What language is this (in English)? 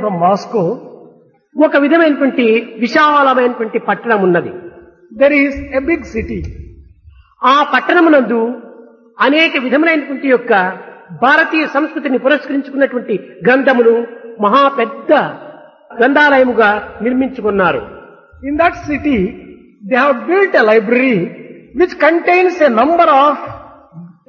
Telugu